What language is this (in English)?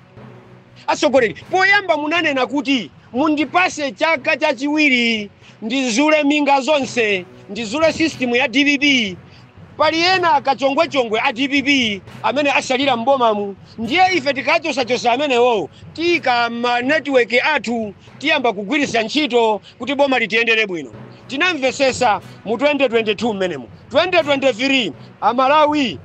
Nyanja